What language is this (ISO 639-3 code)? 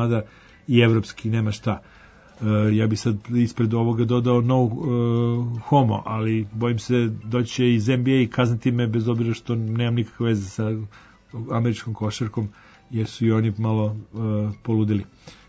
srp